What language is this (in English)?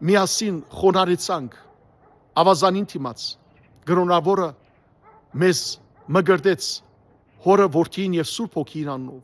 Western Armenian